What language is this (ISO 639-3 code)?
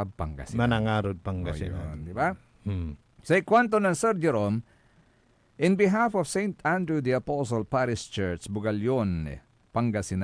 pag